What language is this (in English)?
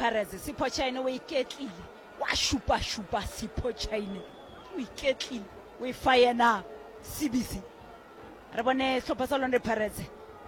Northern Sotho